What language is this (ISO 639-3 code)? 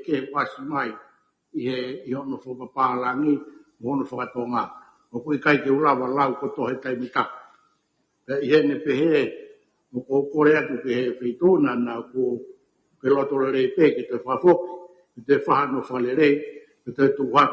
ton